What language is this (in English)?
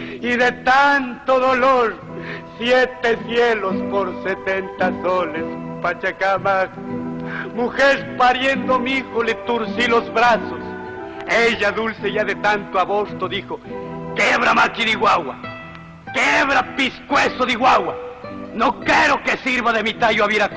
Chimborazo Highland Quichua